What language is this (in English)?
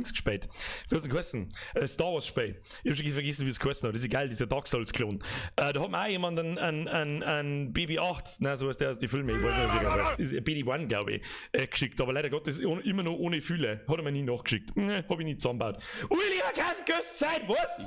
Bavarian